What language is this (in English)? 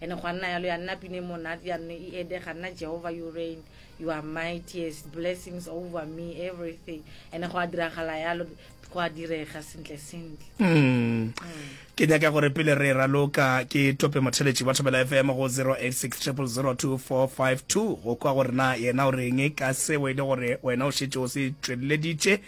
Northern Sotho